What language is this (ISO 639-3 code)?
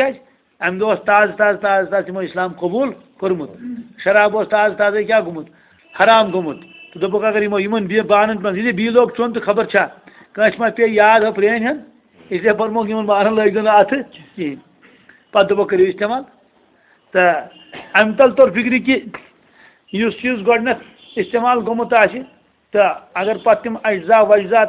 kas